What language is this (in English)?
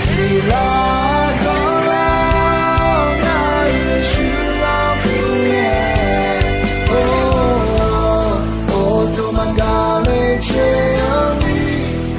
Akha